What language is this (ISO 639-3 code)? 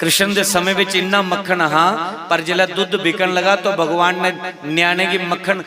doi